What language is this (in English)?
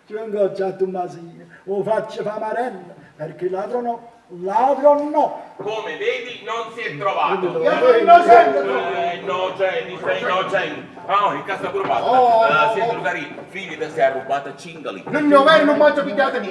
Neapolitan